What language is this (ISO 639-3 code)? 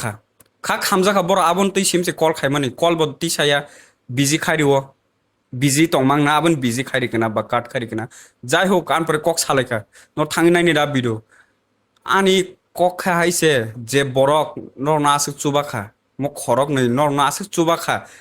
trp